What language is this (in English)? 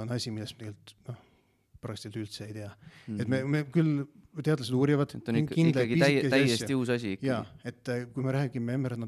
Estonian